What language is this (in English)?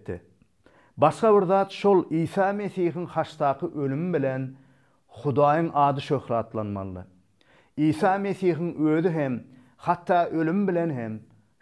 Turkmen